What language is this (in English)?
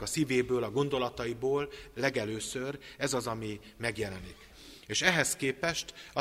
Hungarian